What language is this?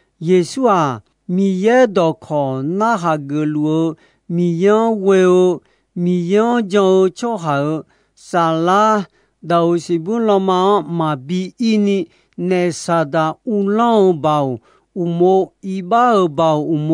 Akha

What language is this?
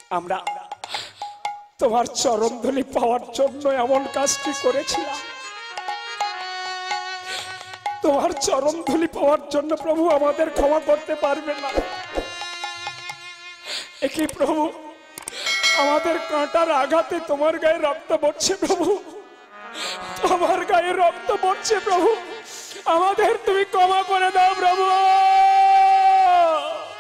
Bangla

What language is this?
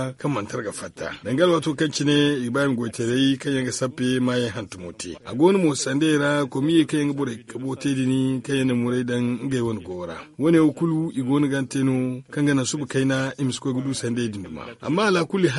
Zarma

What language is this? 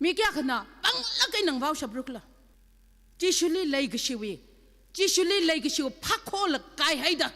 Tangkhul Naga (India)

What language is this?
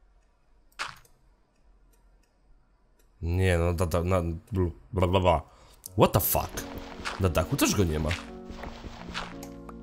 Polish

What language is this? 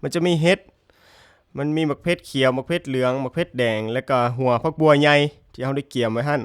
Lao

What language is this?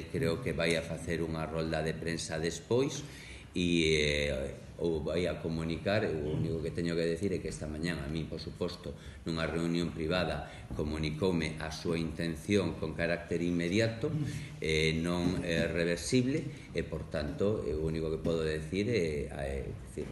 Galician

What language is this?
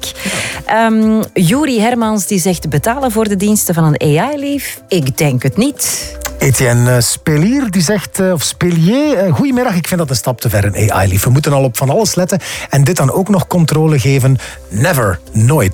Dutch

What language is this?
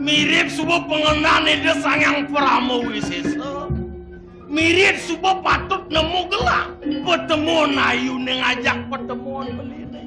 Balinese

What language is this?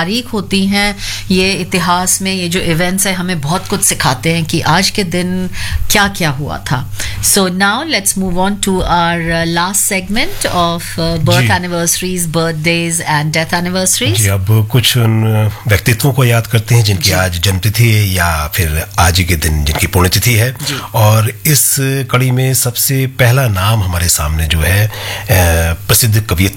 Hindi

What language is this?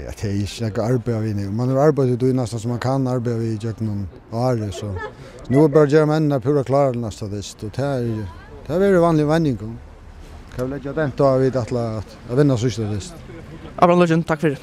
Faroese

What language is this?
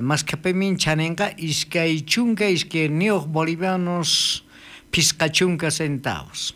South Bolivian Quechua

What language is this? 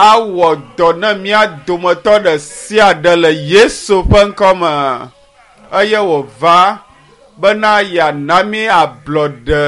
Ewe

